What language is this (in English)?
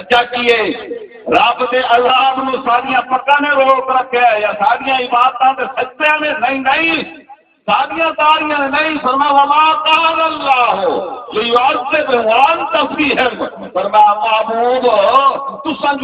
Saraiki